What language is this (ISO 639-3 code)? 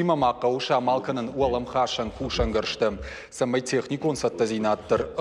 oss